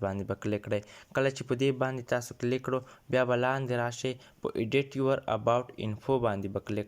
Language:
Pashto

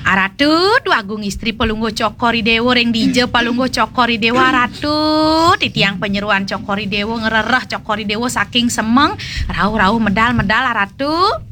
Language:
Balinese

